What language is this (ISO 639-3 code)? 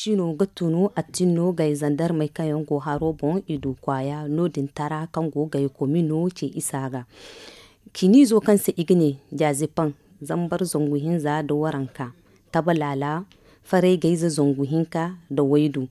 dje